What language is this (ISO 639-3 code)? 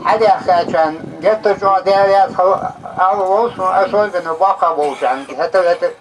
inh